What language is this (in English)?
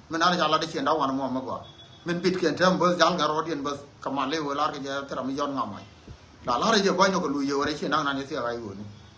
Nuer